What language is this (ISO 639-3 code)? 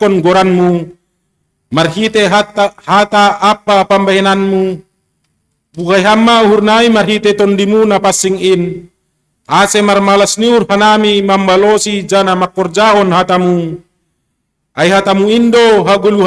bts